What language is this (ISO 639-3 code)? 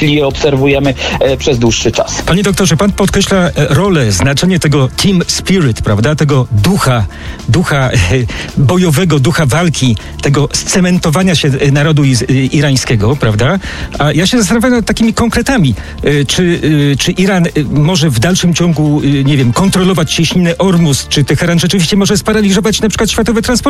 pol